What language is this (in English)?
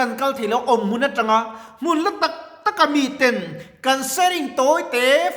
Mizo